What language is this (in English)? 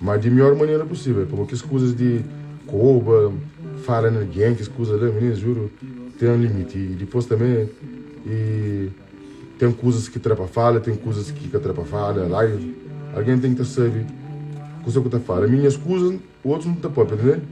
Kabuverdianu